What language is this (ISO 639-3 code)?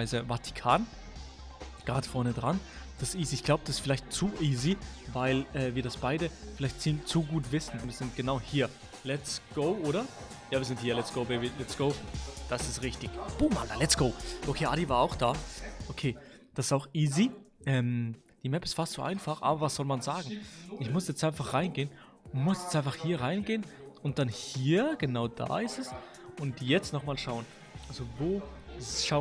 gsw